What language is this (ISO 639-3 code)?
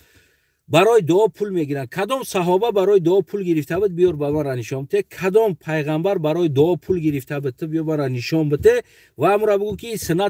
tgk